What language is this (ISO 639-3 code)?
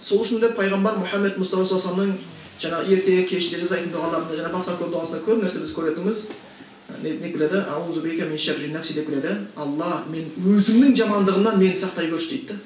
kaz